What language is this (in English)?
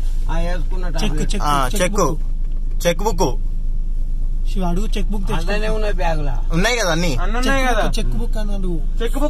Telugu